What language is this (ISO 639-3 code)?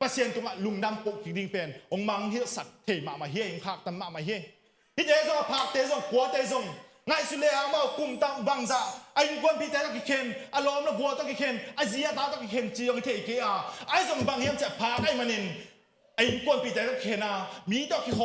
ctd